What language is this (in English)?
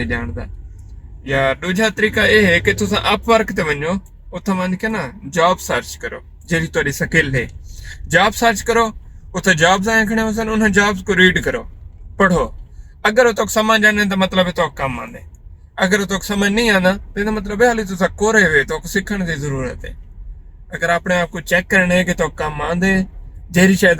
Saraiki